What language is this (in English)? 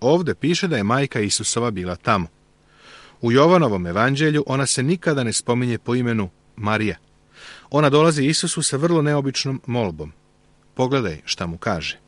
Serbian